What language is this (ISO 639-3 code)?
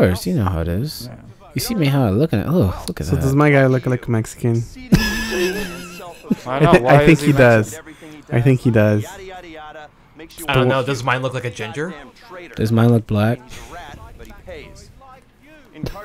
eng